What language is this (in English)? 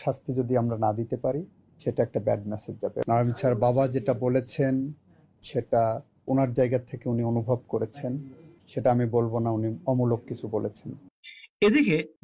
Bangla